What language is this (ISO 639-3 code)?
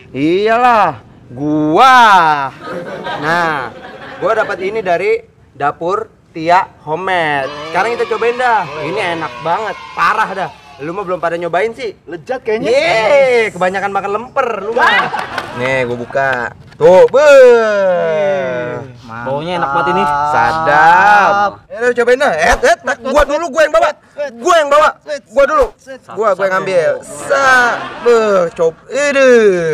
bew